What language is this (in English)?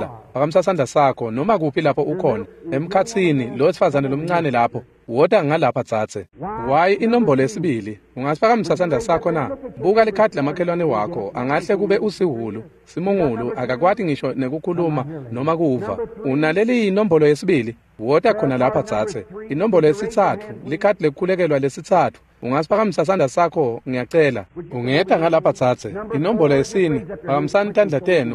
Swati